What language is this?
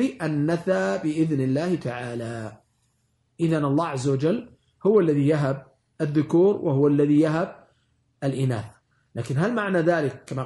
Arabic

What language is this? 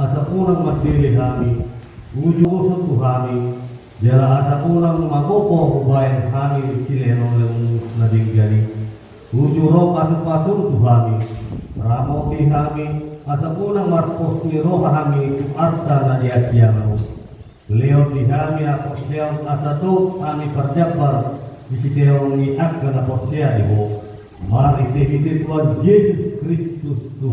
Batak Toba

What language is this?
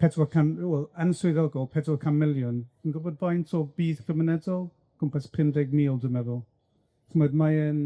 Welsh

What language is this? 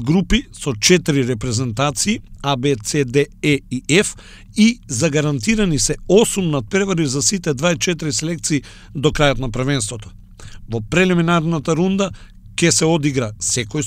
Macedonian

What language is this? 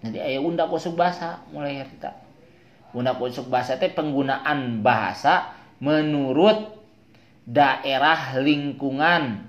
Sundanese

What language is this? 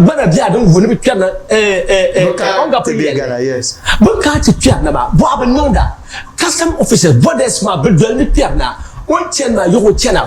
Dagbani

